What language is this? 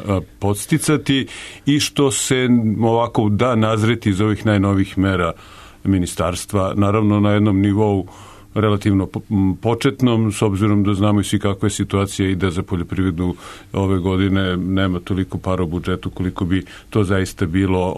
Serbian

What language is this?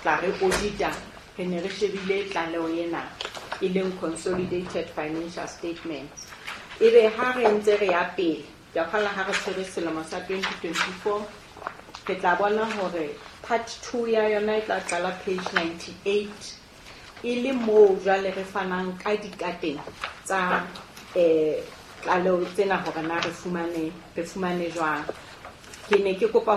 Southern Sotho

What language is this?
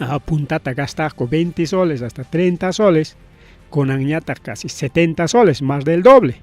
Ayacucho Quechua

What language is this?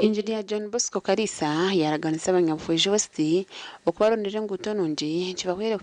Nyankole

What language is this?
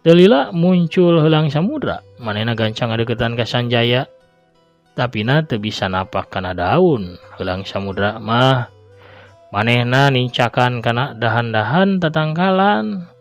Sundanese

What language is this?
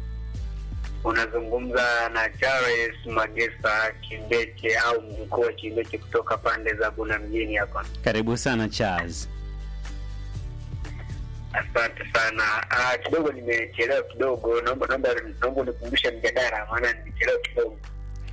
Swahili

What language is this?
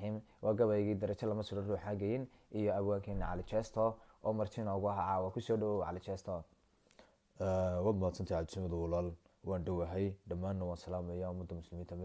Somali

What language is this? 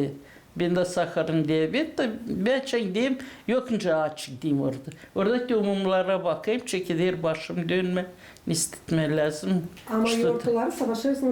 Gagauz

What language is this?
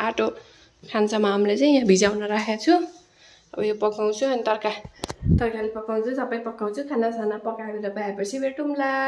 Nepali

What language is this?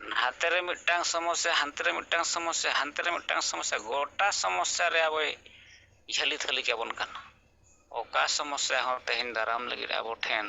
Santali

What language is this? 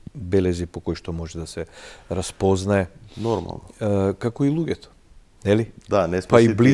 Macedonian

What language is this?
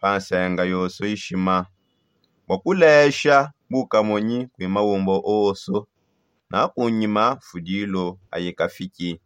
Songe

